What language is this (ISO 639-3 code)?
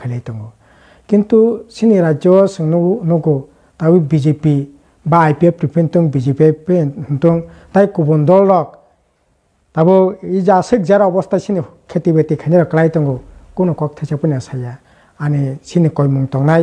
trp